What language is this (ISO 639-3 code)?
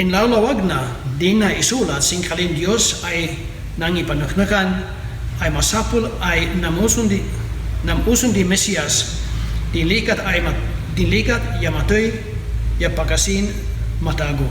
kne